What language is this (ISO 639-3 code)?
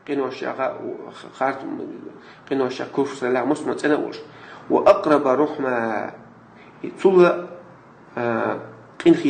che